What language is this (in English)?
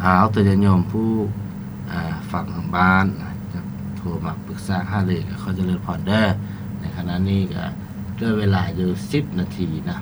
Lao